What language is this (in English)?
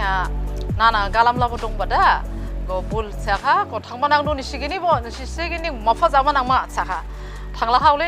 Dimasa